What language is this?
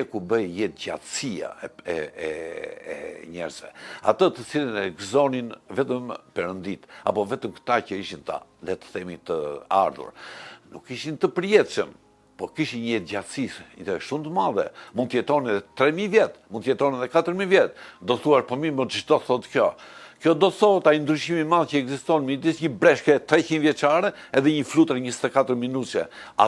Albanian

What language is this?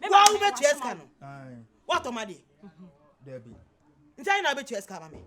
Akan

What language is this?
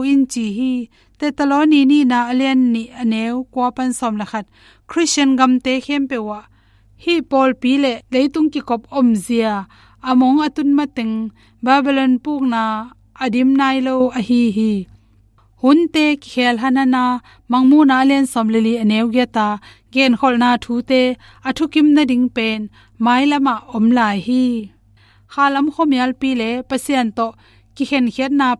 Tedim Chin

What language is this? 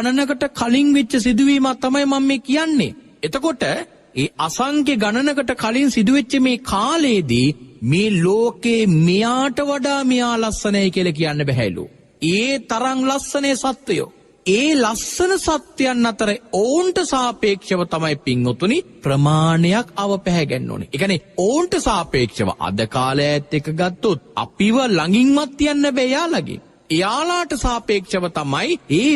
Sinhala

